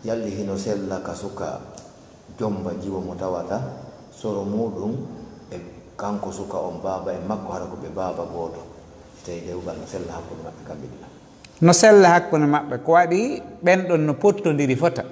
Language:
Fula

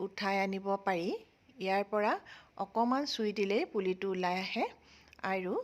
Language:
Assamese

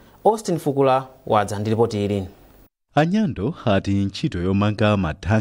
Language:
Nyanja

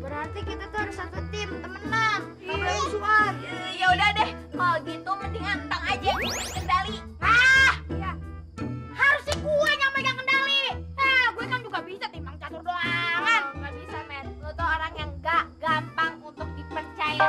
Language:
Betawi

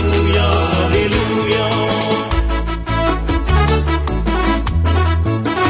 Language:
Tamil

